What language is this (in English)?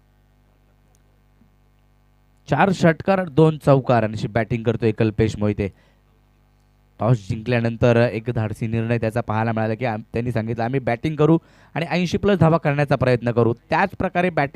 Marathi